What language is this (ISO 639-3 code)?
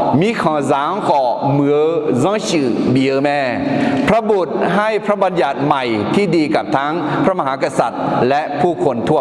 ahk